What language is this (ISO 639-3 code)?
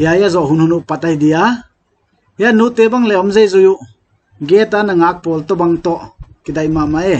pck